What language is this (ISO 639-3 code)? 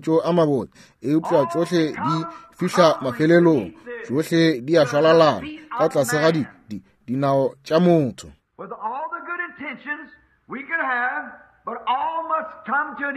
nso